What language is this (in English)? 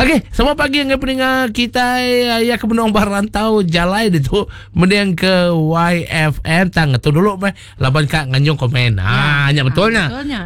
Iban